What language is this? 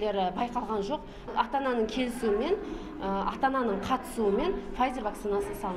Kazakh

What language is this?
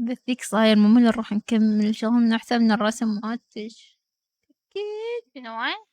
Mesopotamian Arabic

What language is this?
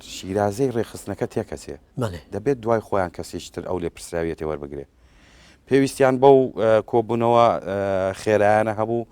Central Kurdish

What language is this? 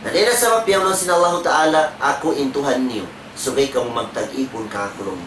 Tausug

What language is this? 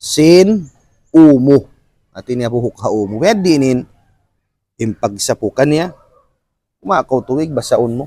Tausug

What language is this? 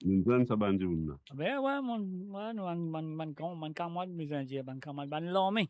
Morisyen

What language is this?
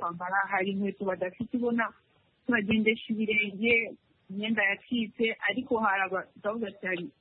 Kinyarwanda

